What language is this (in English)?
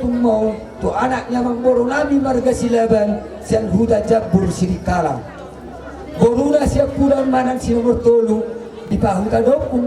Batak Toba